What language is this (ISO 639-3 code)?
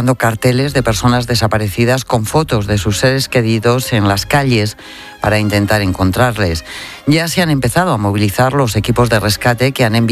spa